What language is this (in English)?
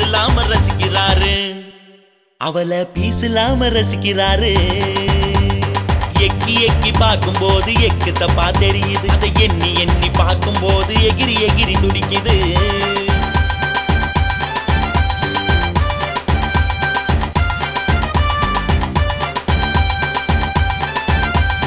Tamil